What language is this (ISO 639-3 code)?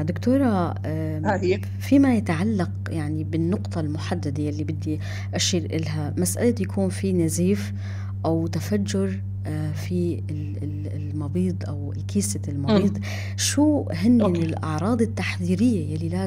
apc